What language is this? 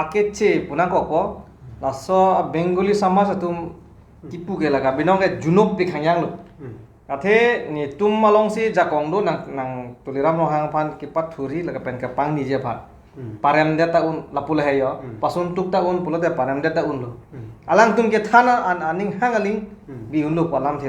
Karbi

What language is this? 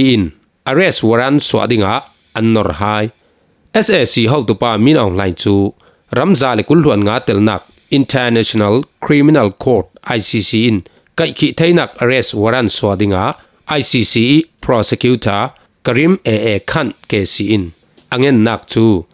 Falam Chin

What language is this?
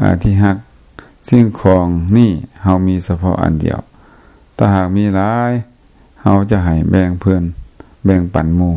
Lao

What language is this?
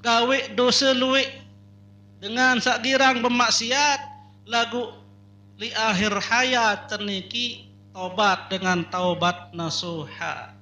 Sasak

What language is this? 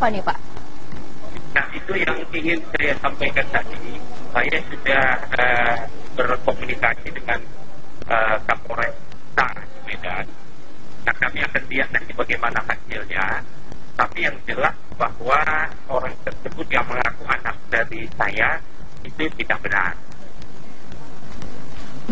Indonesian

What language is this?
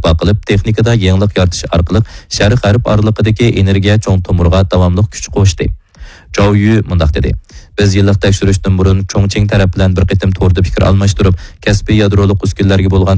Uyghur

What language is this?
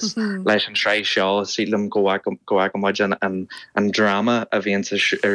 Irish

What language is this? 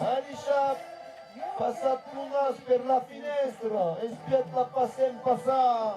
Occitan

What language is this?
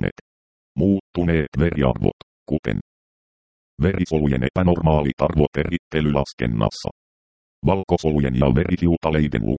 Finnish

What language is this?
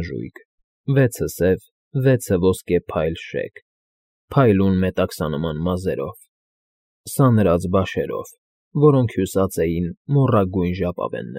Armenian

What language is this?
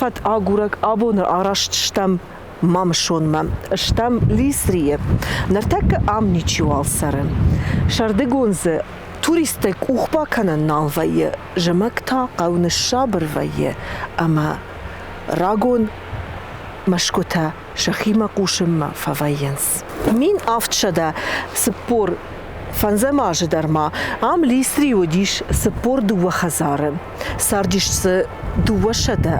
Ossetic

